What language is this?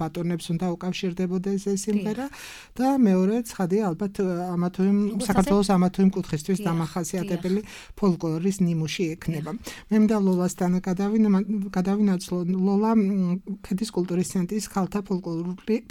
Georgian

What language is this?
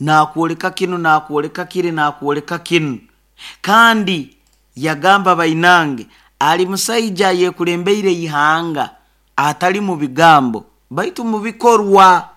Nyoro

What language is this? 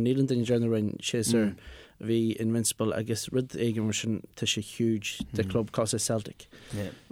Irish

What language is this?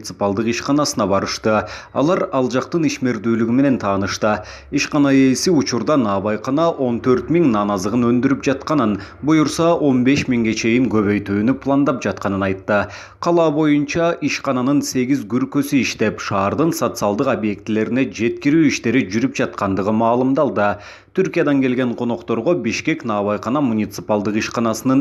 Kyrgyz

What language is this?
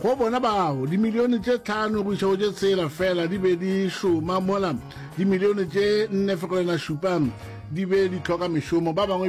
Northern Sotho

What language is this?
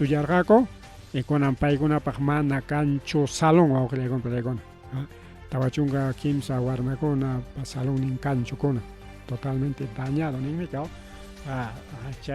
Ayacucho Quechua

